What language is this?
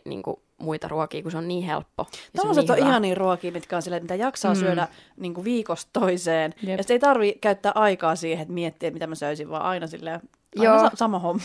Finnish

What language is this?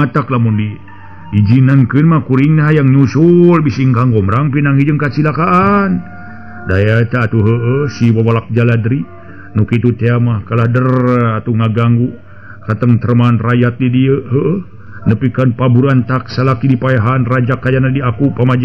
Sundanese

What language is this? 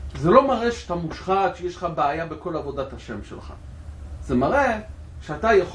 Hebrew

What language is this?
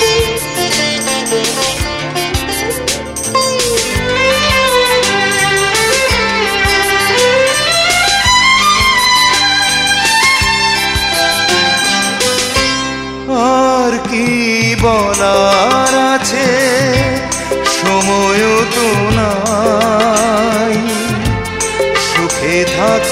Bangla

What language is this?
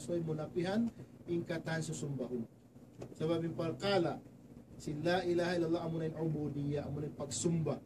Tausug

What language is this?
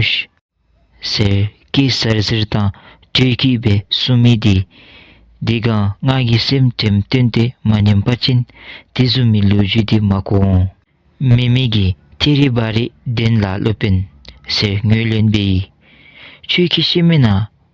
Dzongkha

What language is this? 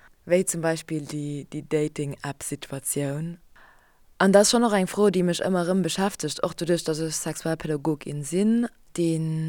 Luxembourgish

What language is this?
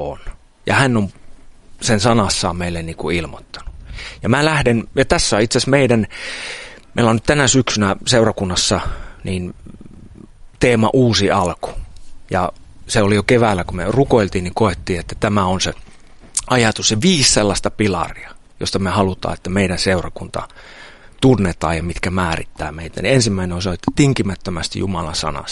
Finnish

